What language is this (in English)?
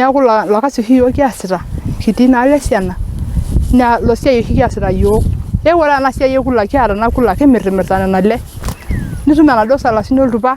Masai